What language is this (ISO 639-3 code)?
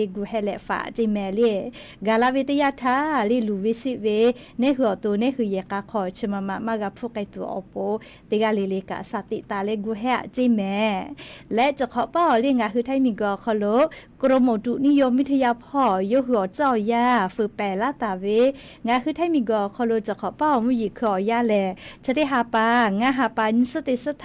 lhu